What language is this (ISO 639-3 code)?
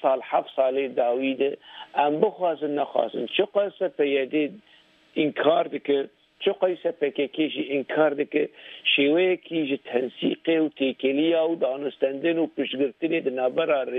kur